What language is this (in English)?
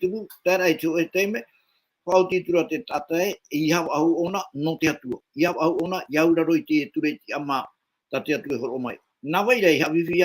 Tahitian